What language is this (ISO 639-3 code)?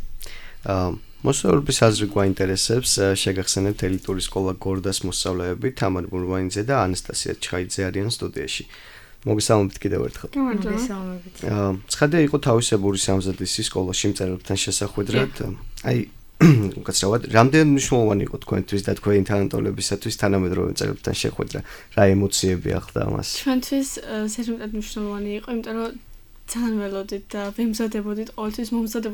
kat